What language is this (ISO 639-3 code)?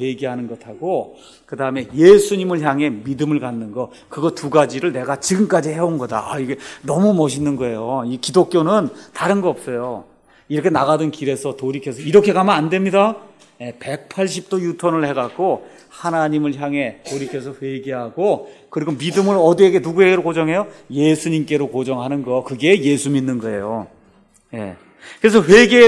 kor